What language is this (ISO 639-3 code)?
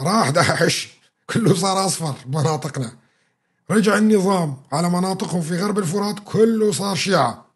apc